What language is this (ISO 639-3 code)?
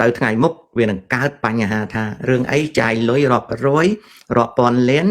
khm